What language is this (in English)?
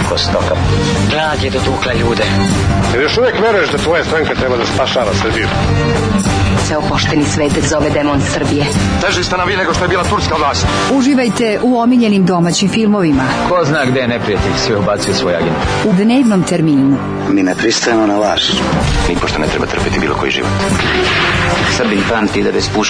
Serbian